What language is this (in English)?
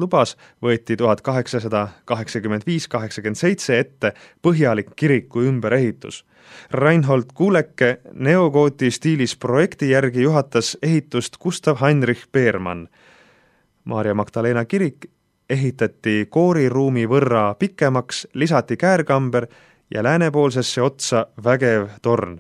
Estonian